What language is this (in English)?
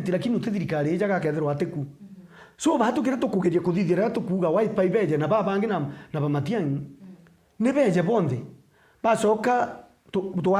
Meru